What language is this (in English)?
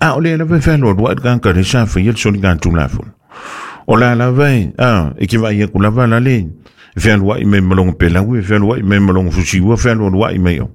Samoan